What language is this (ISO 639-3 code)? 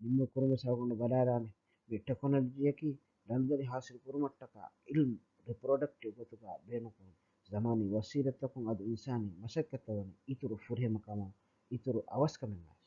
div